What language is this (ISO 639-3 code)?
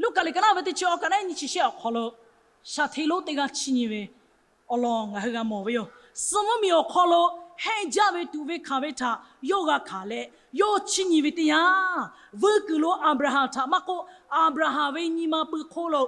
lhu